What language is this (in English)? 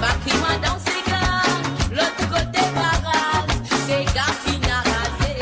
Morisyen